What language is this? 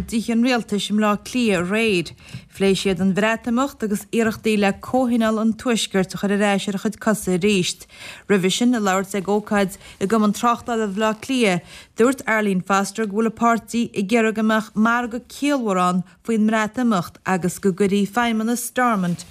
Irish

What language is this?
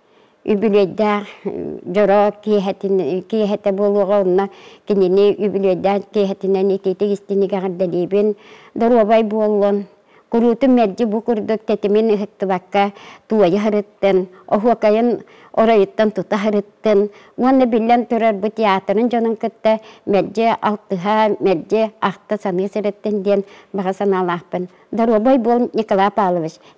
Yakut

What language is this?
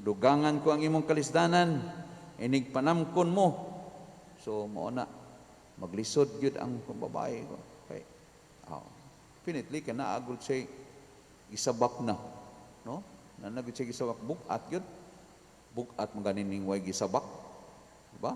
Cebuano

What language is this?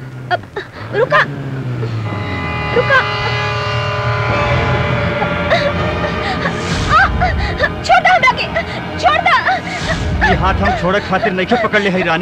Bhojpuri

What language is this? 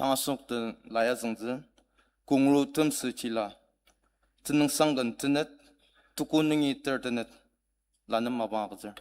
Ao Naga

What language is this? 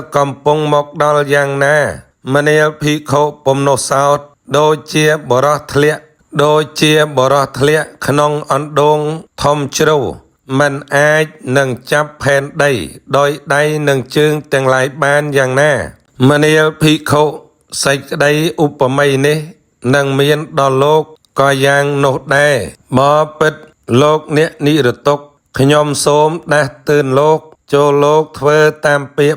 Khmer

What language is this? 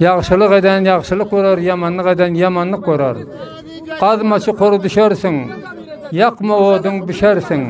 Turkmen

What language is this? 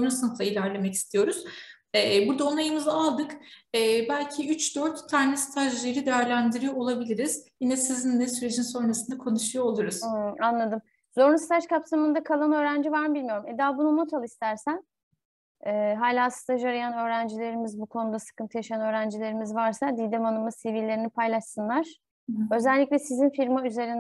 Turkish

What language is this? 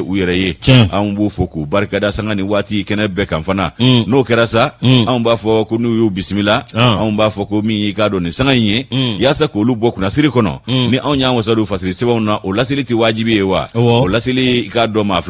Bambara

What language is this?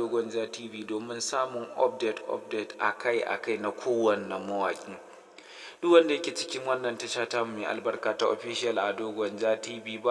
Hausa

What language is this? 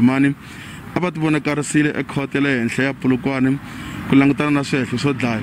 Tsonga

